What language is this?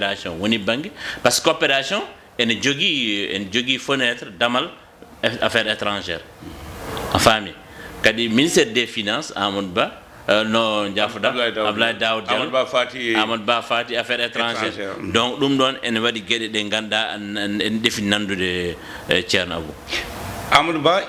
Fula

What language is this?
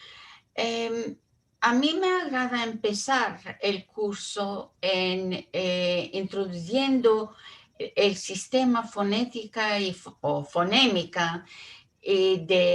Ladino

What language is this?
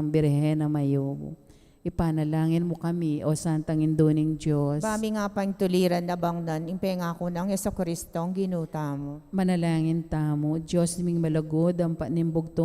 Pampanga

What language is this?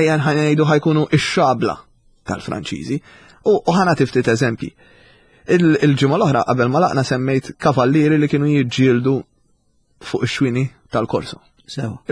Maltese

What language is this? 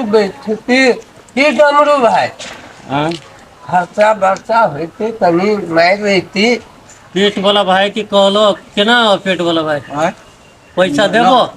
Maithili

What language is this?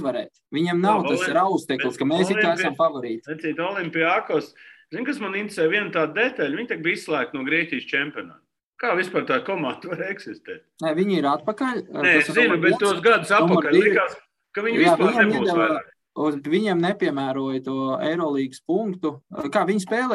Latvian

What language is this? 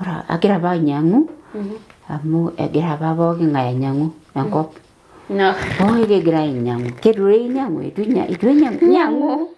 Masai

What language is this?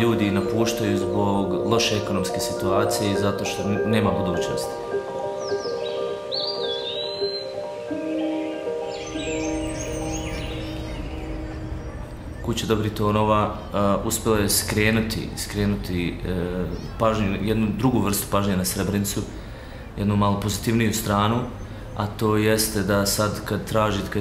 Bosnian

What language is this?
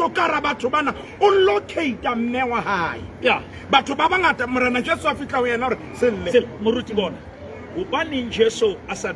Southern Sotho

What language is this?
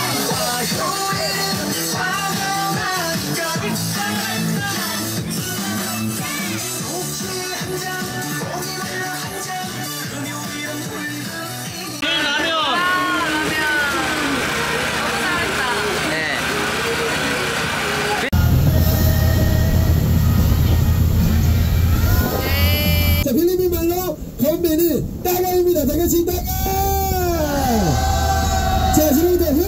Korean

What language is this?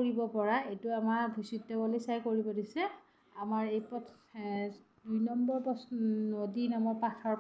Assamese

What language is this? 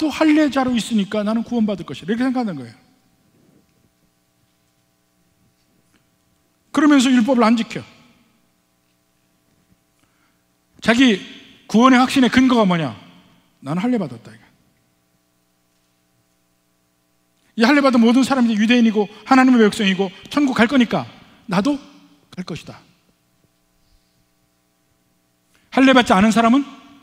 Korean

